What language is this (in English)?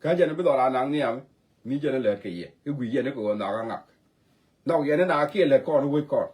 Nuer